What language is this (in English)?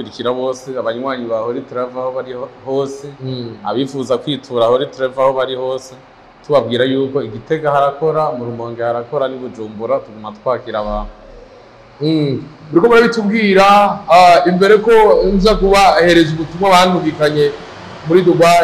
Rundi